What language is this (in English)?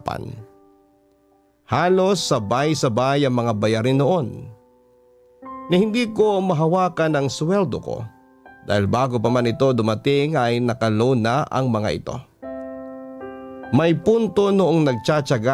Filipino